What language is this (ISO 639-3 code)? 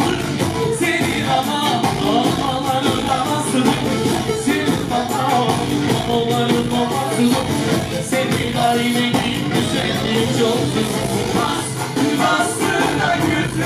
tur